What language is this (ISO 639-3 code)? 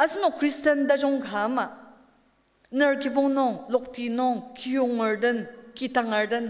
njo